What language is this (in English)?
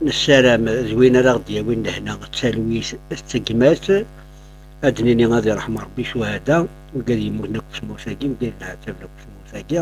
Kabyle